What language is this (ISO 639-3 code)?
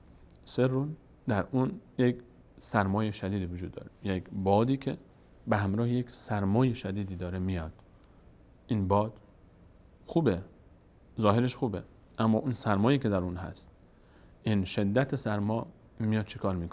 fas